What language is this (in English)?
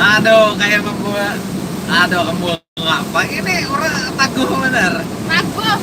Banjar